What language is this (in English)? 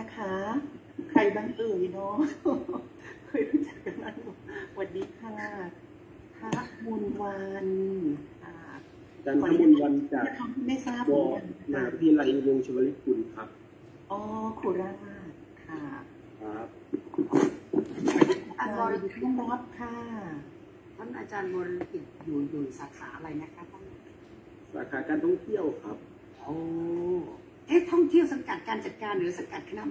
Thai